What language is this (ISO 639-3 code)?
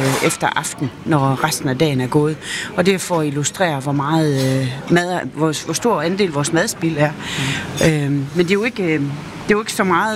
dan